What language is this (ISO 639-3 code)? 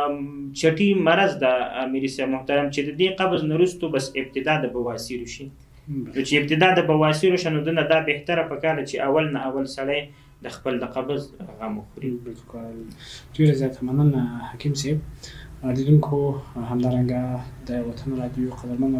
pus